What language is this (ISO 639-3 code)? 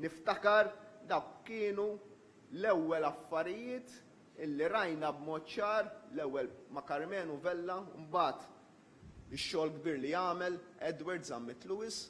mlt